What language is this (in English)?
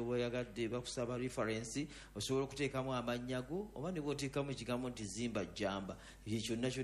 Ganda